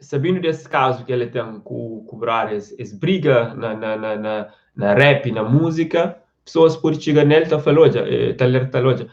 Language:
Kabuverdianu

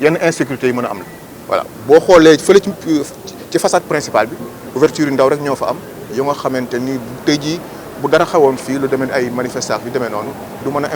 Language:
Wolof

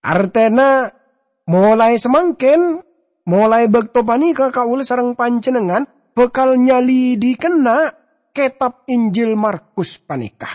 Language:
Madurese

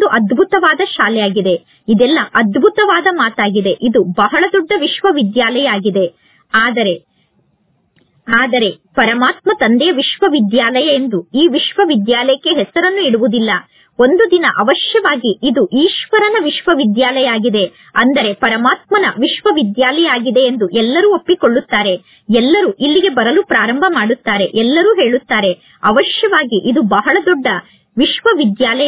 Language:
Kannada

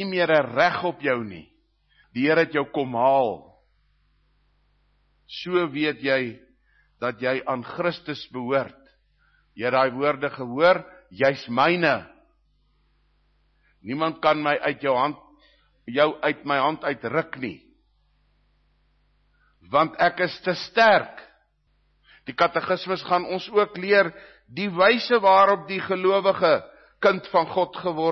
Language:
Afrikaans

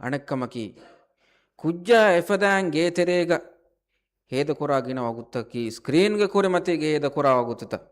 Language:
Divehi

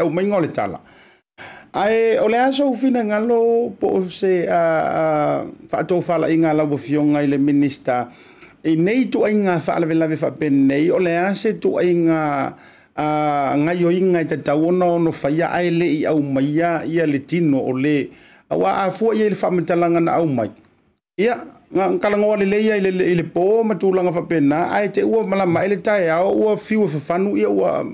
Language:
Samoan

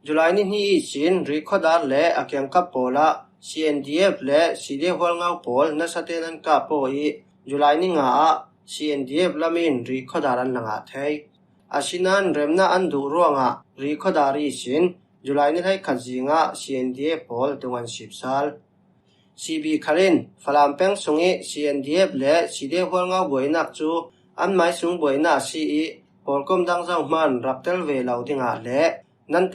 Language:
Falam Chin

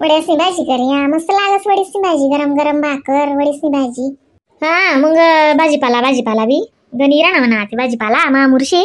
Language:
Khandesi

